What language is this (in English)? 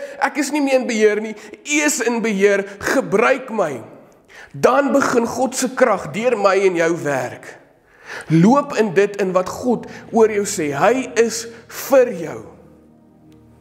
Afrikaans